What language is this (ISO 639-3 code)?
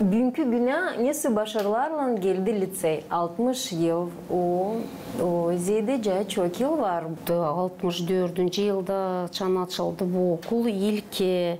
gag